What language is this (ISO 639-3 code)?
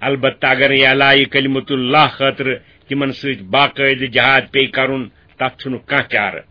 kas